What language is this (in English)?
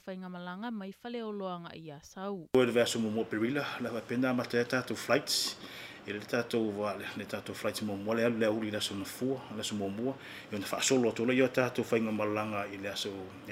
Samoan